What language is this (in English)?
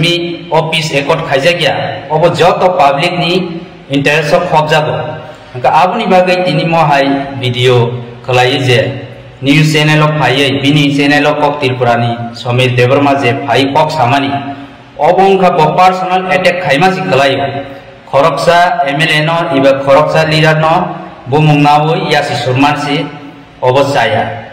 Kok Borok